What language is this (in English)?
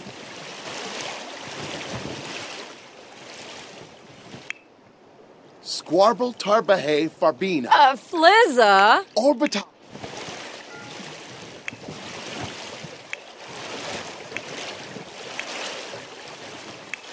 English